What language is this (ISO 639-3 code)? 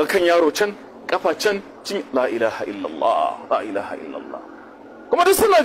hau